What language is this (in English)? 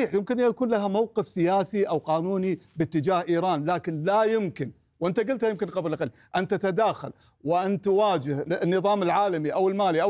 Arabic